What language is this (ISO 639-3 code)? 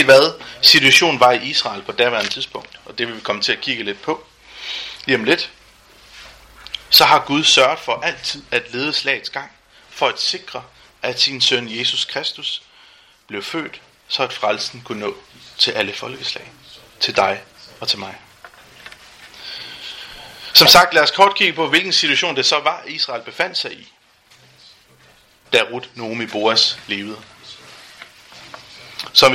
dan